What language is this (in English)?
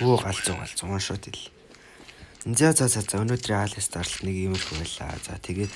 Mongolian